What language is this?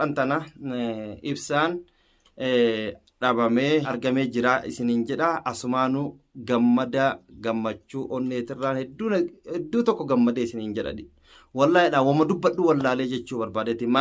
Oromo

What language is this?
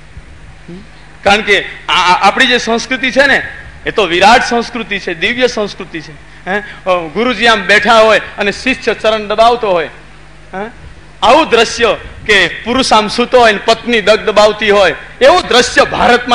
Gujarati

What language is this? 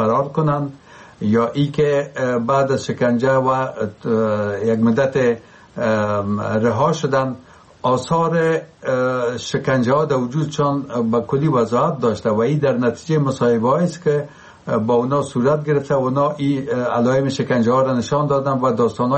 Persian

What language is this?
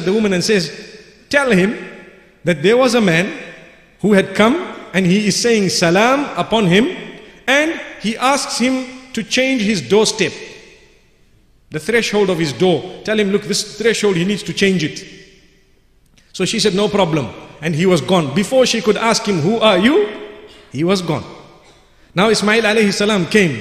English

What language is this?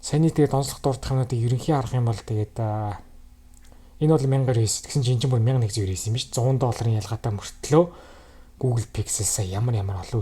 Mongolian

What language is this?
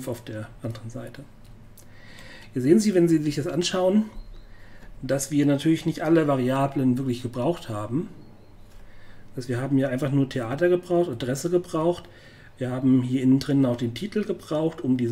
German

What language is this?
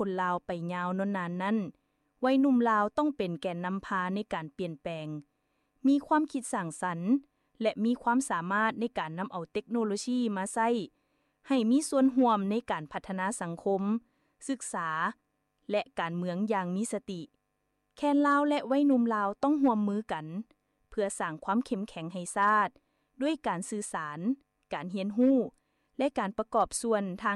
Lao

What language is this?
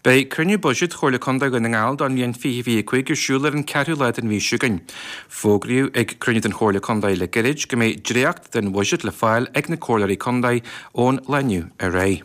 Irish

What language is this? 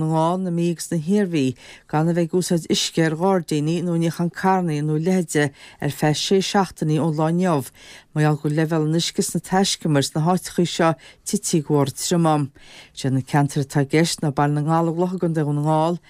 Irish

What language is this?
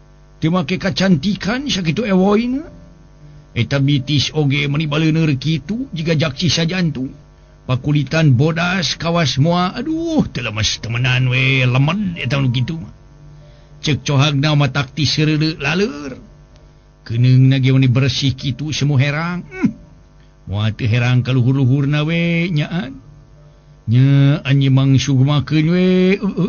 Sundanese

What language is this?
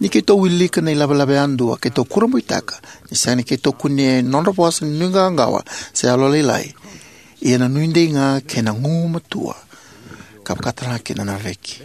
Fijian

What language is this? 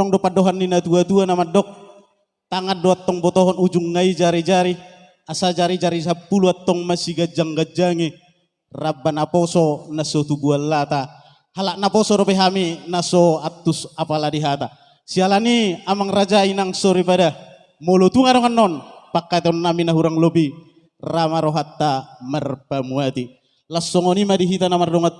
Batak Toba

